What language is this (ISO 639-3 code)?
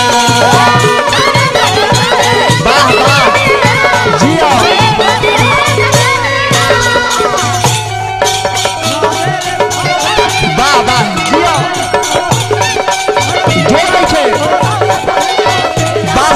bho